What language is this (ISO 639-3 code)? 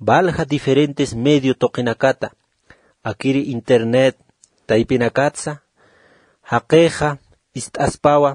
aym